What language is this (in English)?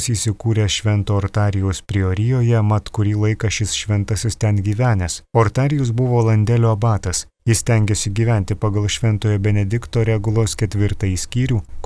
Lithuanian